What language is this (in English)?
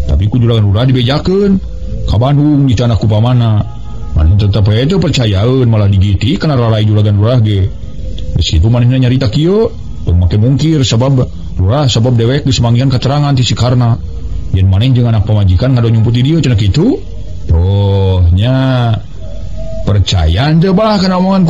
Sundanese